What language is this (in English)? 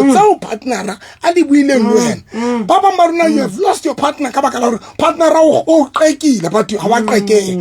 Southern Sotho